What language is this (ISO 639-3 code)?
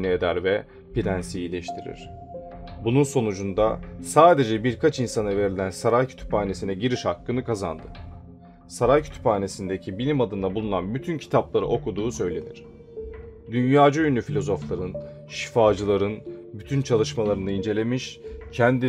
tur